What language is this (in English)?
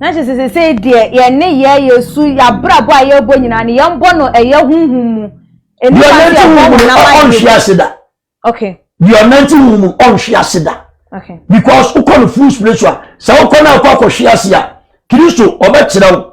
Akan